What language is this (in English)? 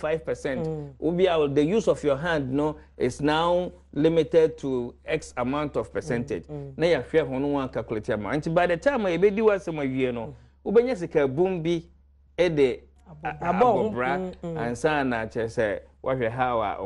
Akan